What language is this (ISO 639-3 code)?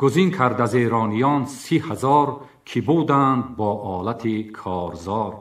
tgk